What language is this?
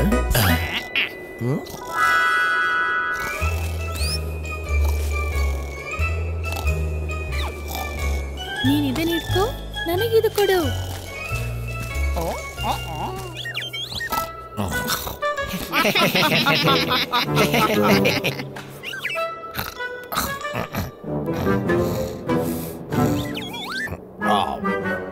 Kannada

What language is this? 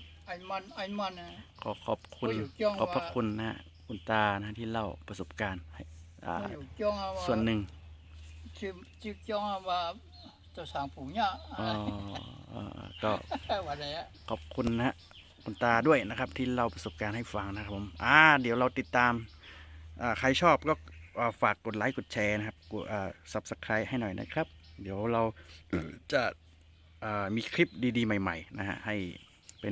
Shan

